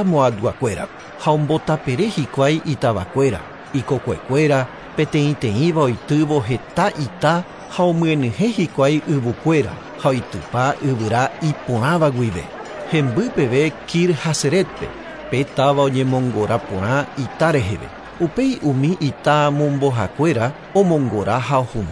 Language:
Guarani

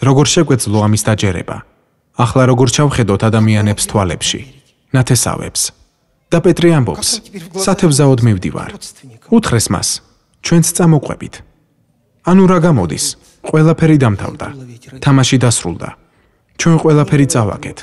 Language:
Georgian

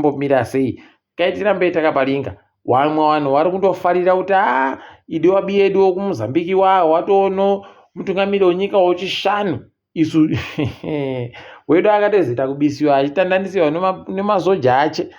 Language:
Ndau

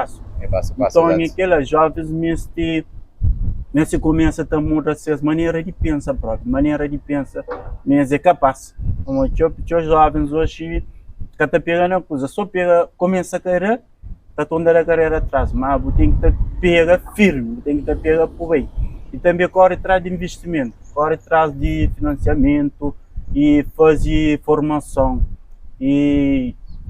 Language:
Kabuverdianu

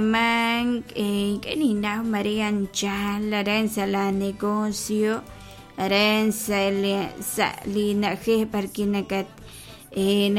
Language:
Kekchí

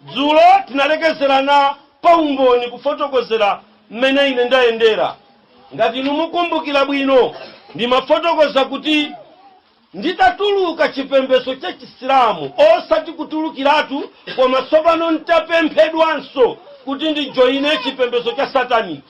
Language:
Nyanja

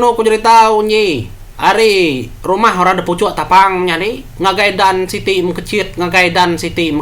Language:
Iban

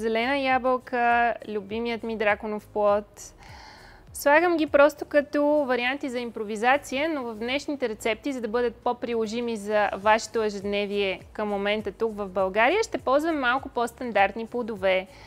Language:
Bulgarian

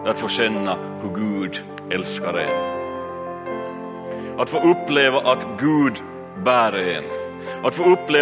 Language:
Swedish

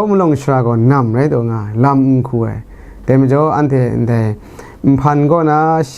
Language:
Kachin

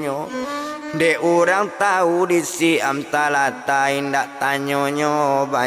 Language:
Minangkabau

